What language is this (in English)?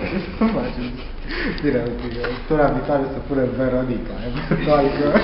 Romanian